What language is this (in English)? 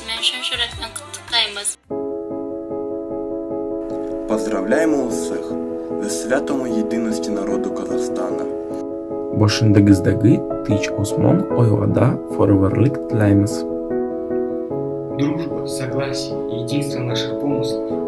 Kazakh